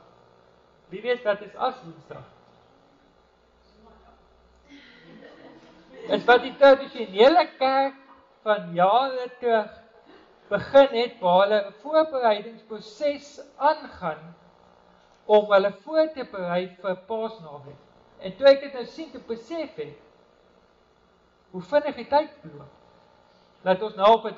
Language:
Afrikaans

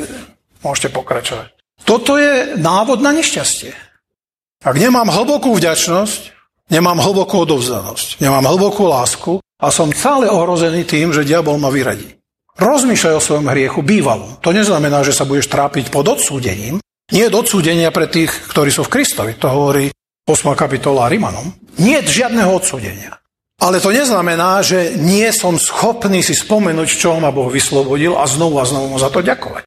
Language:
Slovak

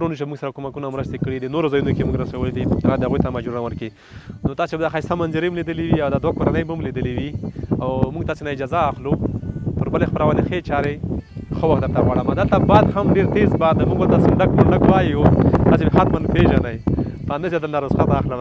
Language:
Pashto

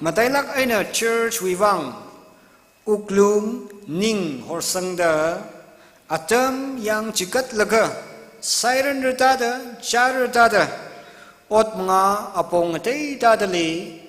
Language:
Tangkhul Naga (India)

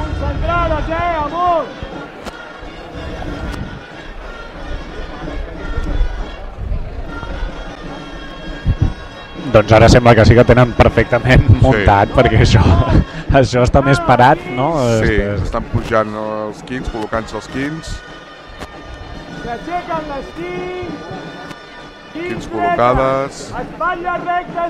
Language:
Catalan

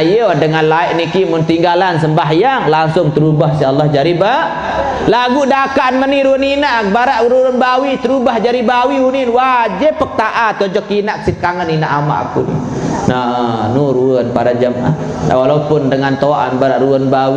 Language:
Sasak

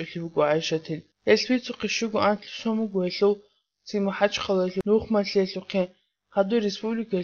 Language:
Avaric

